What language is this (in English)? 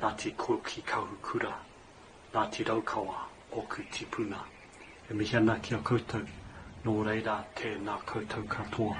Māori